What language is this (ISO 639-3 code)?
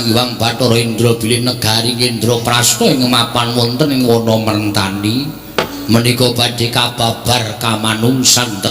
jav